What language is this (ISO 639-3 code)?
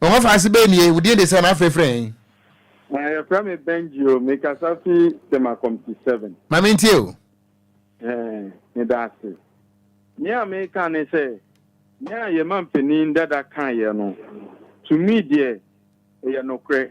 aka